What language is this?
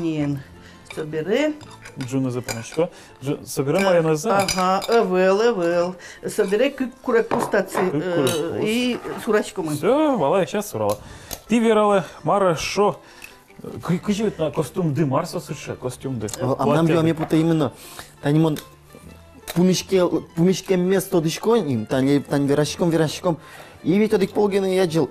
Udmurt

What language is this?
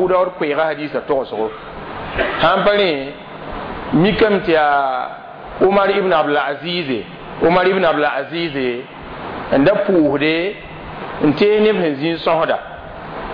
Mossi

